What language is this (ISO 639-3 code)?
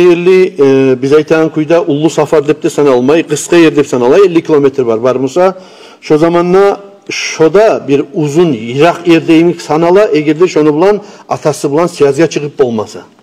kum